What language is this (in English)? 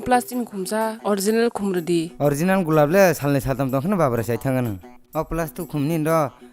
Kok Borok